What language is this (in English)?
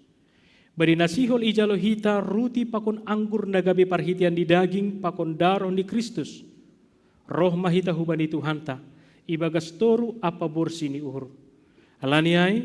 Batak Simalungun